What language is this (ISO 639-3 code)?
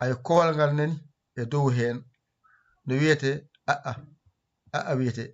ful